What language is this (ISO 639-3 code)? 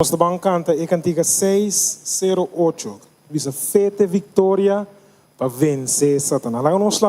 pap